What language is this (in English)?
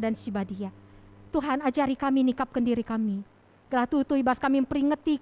Batak Karo